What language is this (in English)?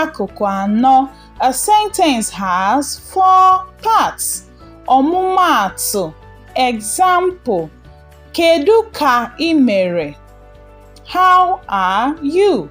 Igbo